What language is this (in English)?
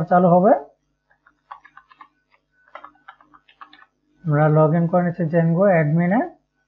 Bangla